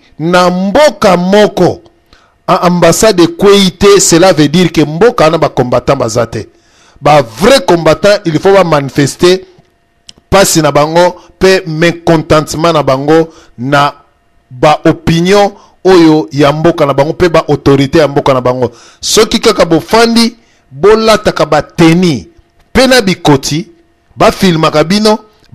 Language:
Lingala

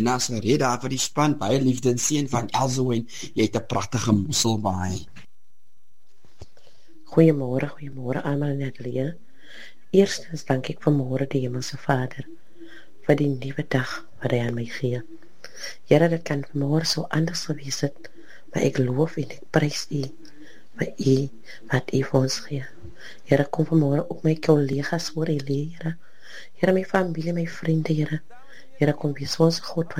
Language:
Afrikaans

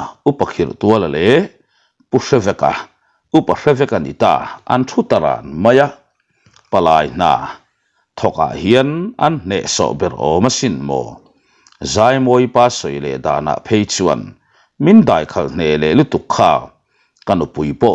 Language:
Mizo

